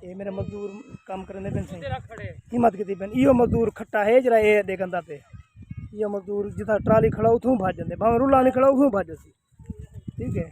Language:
Saraiki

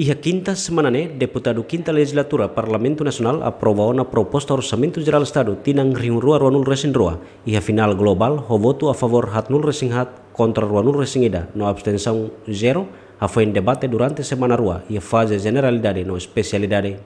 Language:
Tetum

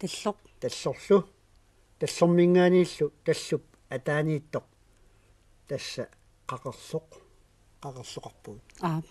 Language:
Kalaallisut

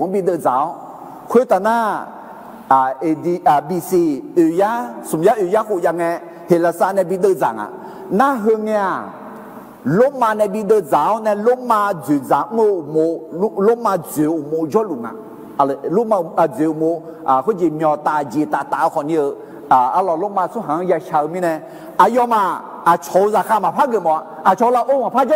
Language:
Akha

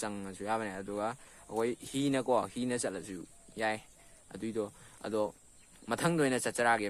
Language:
Manipuri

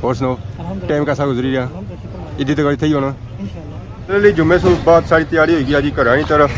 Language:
Pahari-Potwari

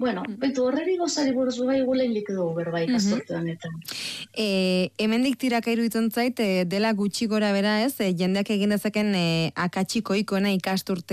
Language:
Basque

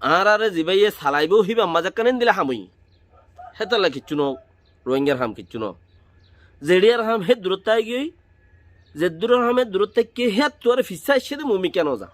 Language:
Rohingya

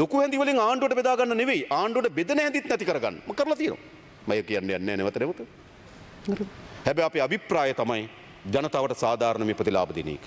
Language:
Sinhala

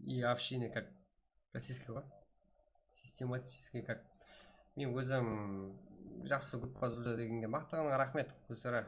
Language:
Kara-Kalpak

